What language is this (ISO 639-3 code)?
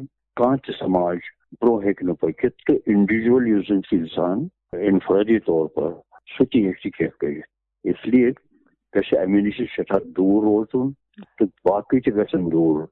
kas